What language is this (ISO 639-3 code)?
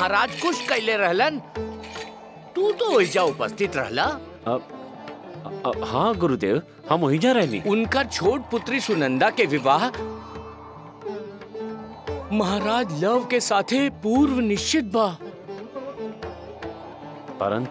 bho